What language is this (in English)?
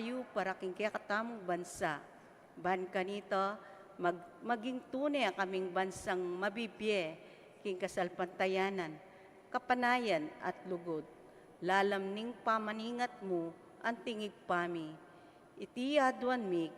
Pampanga